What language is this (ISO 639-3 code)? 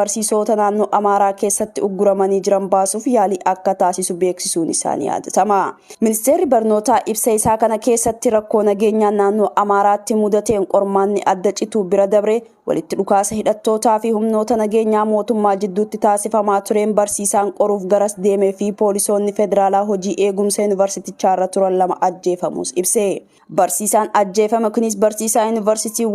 orm